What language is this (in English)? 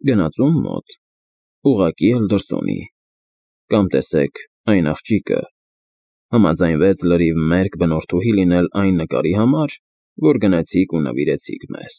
Armenian